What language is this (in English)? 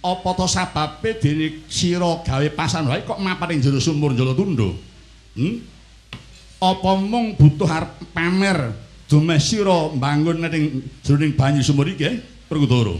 Javanese